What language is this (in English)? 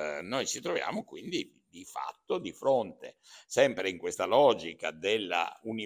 Italian